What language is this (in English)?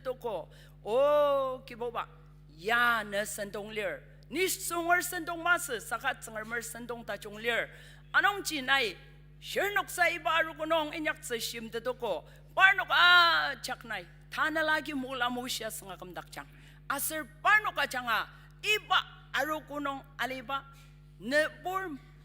Ao Naga